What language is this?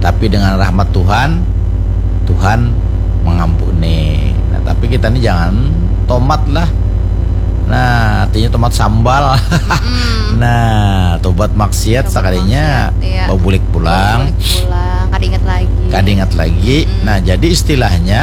Banjar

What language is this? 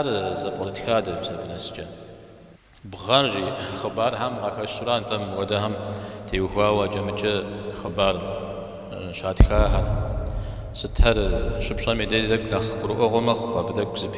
Kabardian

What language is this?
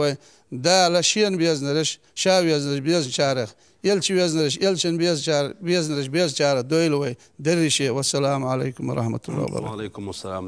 Chechen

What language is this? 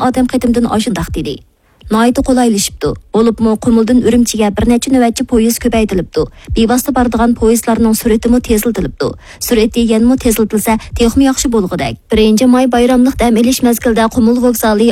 Uyghur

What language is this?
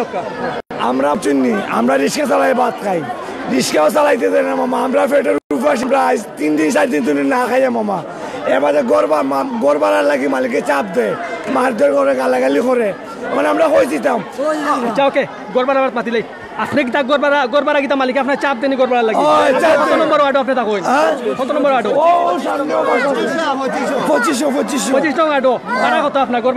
Sylheti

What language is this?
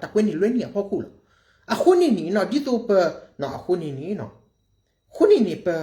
S'gaw Karen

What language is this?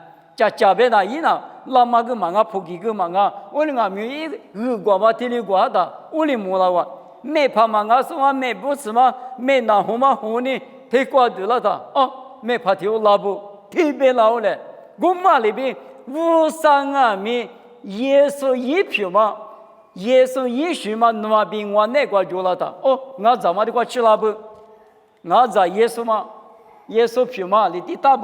Lisu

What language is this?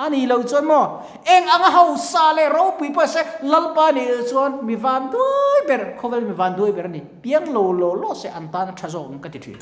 Mizo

